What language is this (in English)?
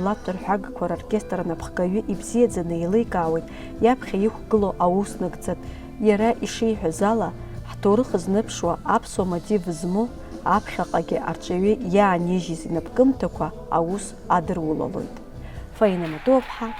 Abkhazian